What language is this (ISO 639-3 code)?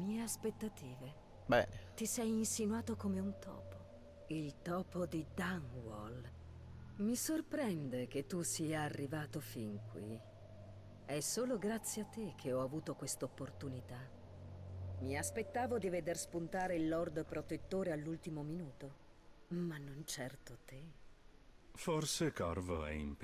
ita